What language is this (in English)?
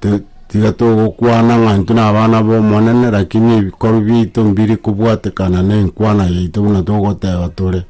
Gusii